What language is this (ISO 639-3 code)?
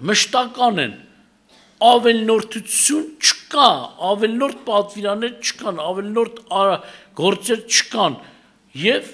hye